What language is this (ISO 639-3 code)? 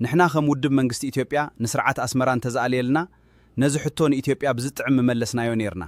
tir